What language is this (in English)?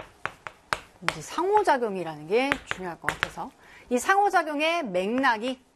Korean